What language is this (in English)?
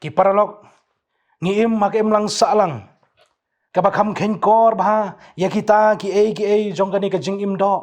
Khasi